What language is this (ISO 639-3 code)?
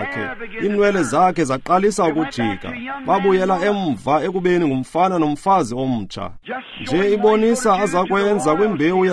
xho